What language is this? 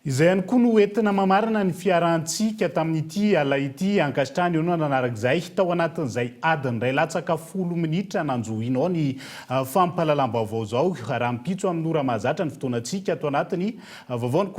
Malagasy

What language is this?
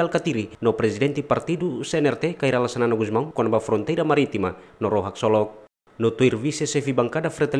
Tetum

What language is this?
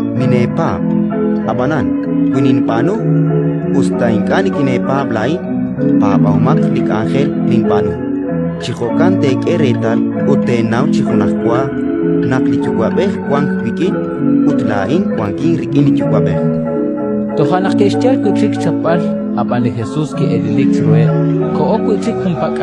Kekchí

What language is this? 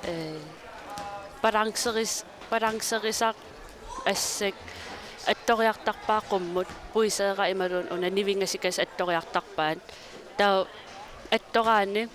Kalaallisut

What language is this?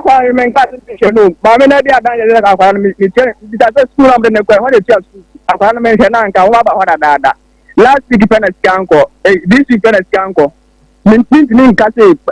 Akan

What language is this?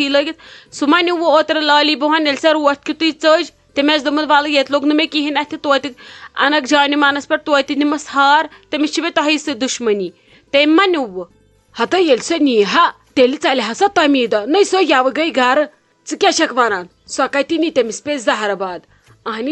Kashmiri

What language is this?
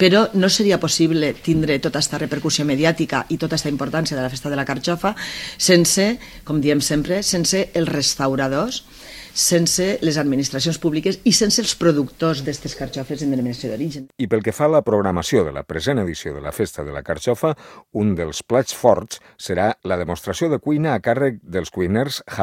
Catalan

